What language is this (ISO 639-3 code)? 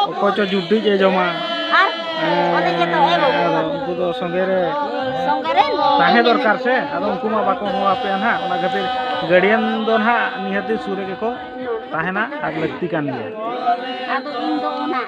sat